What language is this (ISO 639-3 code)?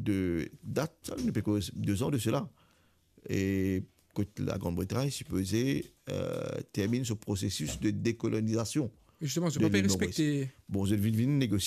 mfe